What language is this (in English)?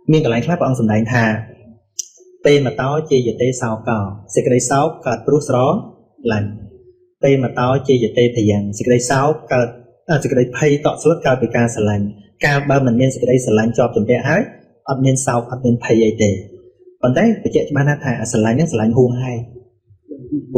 Khmer